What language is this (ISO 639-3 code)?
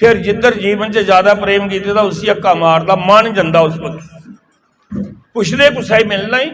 doi